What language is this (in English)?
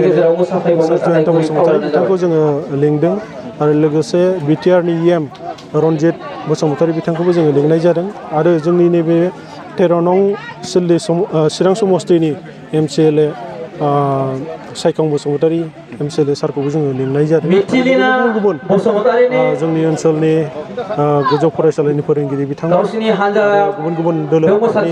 Bodo